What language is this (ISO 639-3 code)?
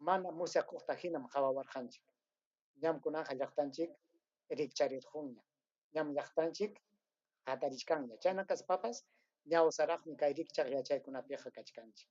quy